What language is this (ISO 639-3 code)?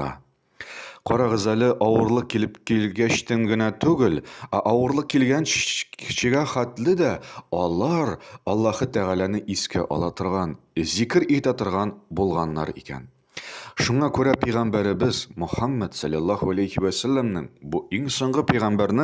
tat